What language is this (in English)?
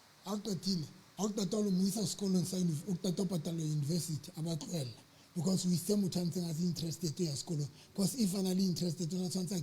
Southern Sotho